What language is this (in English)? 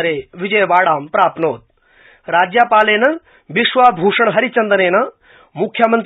Sanskrit